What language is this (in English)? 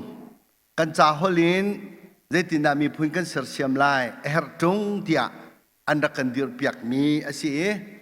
Hakha Chin